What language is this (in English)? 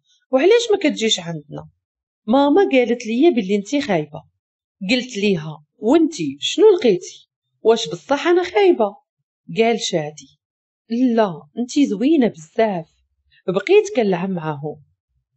Moroccan Arabic